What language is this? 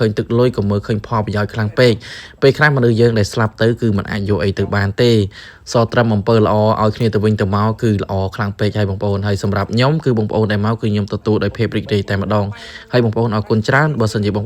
Khmer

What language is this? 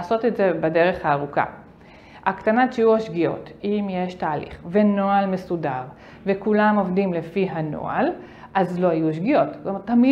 Hebrew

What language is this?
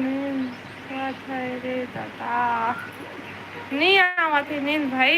Chhattisgarhi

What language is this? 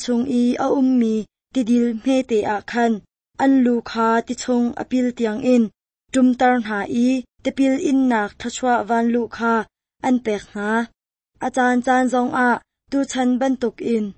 Hakha Chin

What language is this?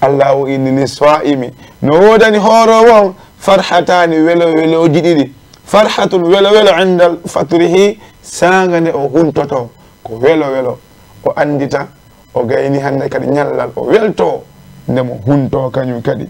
Fula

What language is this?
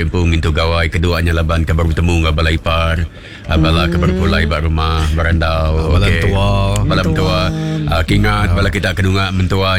Iban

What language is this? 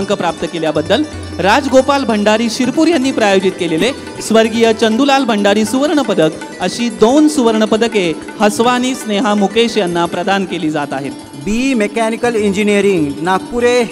Marathi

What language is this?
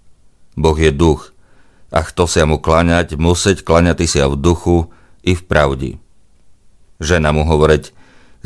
Rusyn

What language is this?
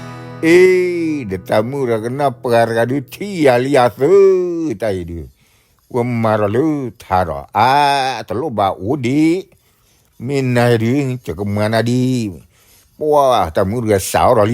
S'gaw Karen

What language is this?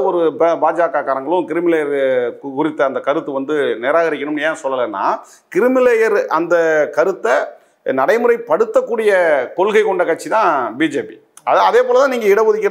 Tamil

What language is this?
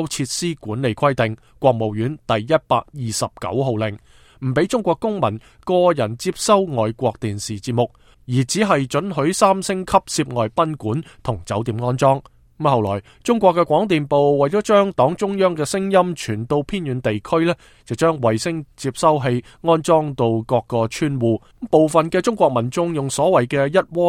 Cantonese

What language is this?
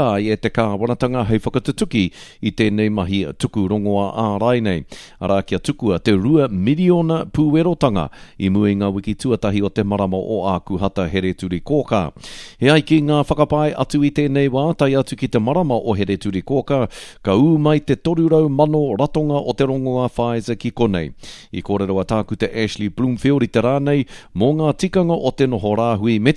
Māori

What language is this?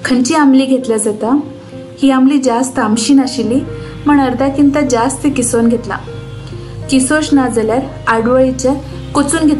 Konkani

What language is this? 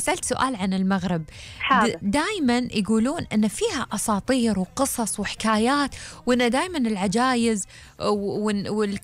Gulf Arabic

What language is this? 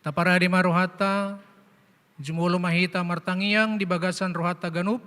Batak Toba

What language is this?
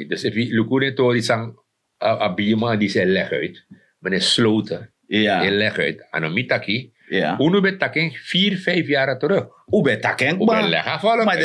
Sranan Tongo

